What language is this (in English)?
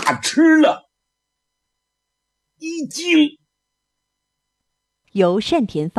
Chinese